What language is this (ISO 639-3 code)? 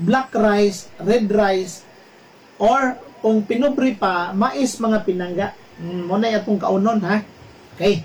ceb